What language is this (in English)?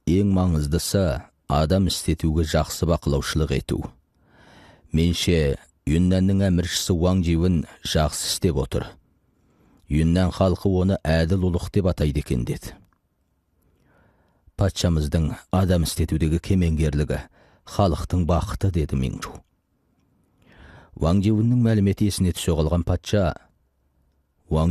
Kazakh